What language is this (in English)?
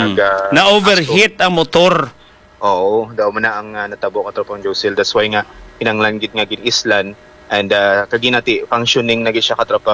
Hiligaynon